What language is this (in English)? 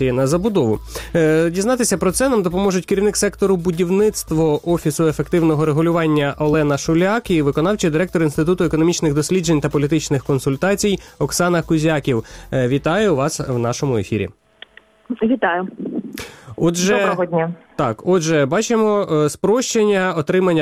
Ukrainian